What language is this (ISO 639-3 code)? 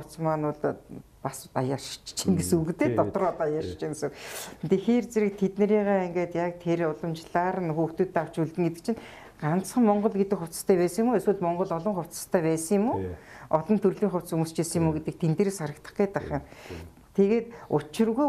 mon